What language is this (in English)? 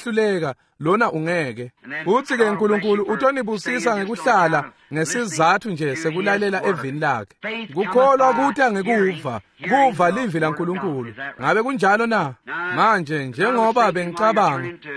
Swati